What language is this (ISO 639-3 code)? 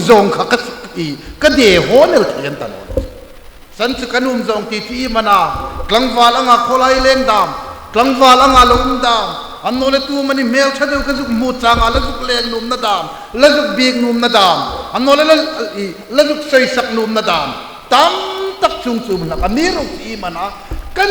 hmr